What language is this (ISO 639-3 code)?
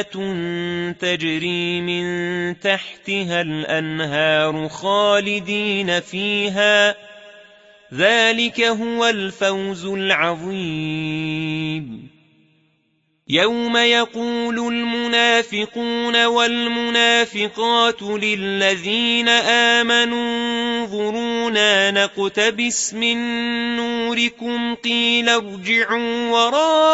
ara